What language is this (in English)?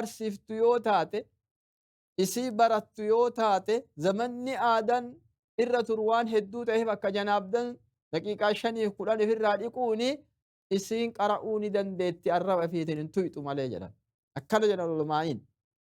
Oromo